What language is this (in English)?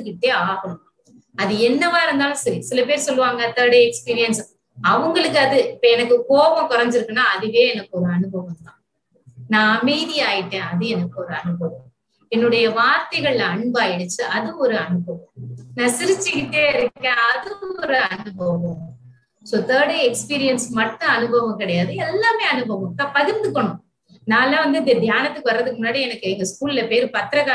Tamil